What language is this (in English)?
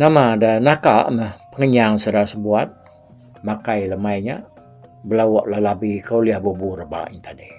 Iban